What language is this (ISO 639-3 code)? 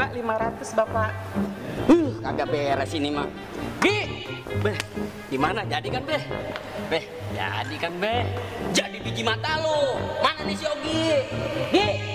bew